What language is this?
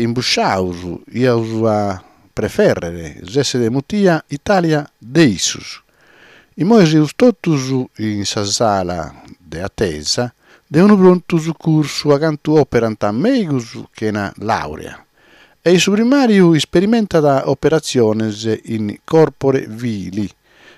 Sardinian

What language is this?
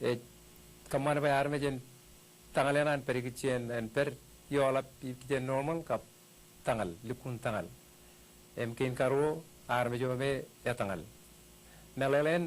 Marshallese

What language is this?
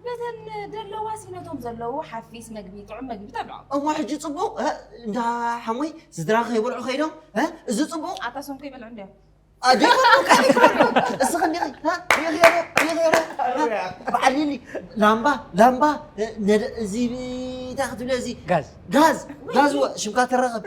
Tigrinya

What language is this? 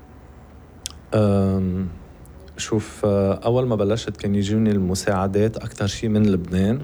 North Levantine Arabic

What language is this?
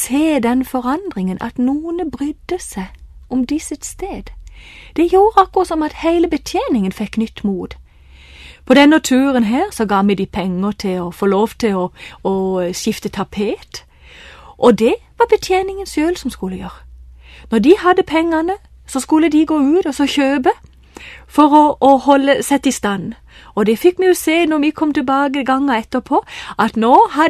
Norwegian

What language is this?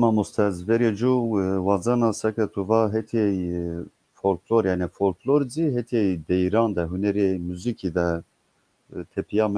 Zaza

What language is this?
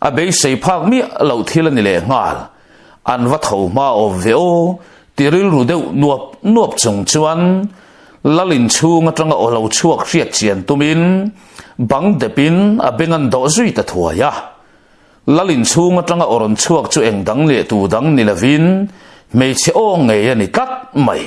Mizo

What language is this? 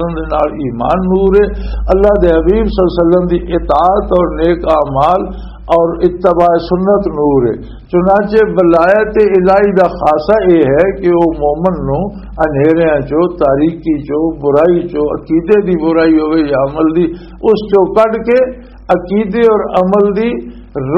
Western Panjabi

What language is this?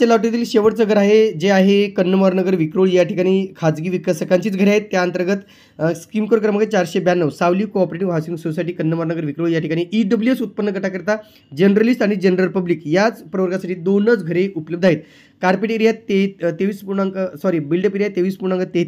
Marathi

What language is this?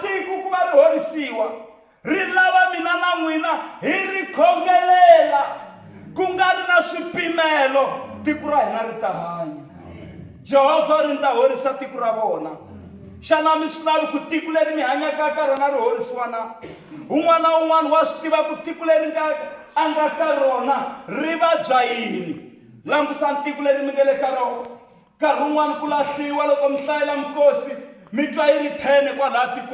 Tsonga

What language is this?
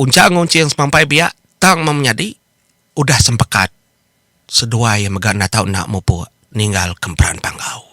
Iban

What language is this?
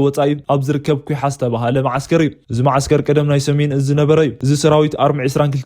Tigrinya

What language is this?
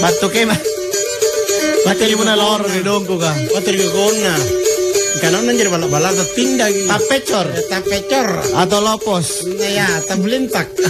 Makasar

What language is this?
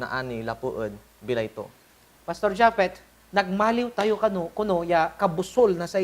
Pangasinan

